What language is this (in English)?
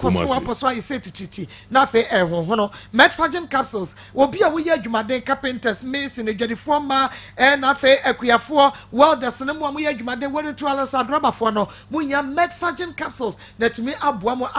Akan